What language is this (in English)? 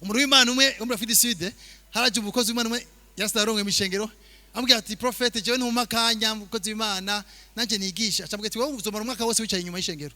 Rundi